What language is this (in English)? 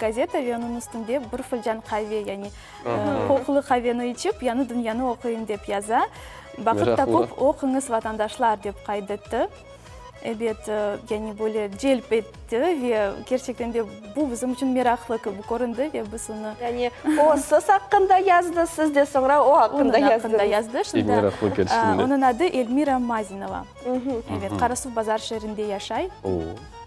Crimean Tatar